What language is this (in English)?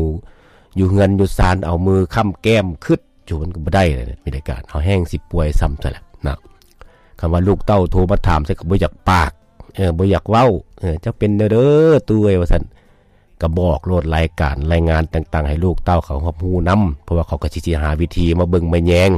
Lao